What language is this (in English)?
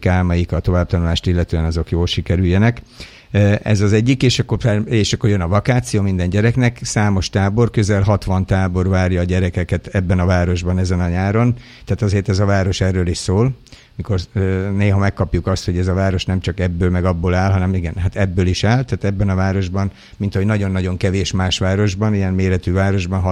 Hungarian